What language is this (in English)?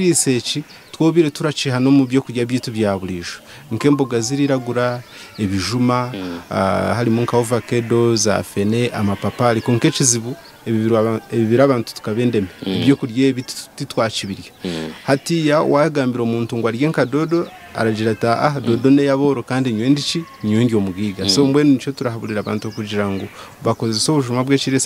Nyankole